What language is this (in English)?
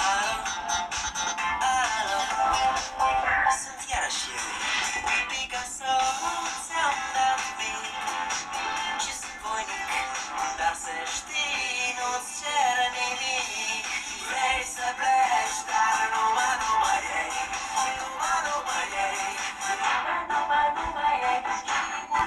Romanian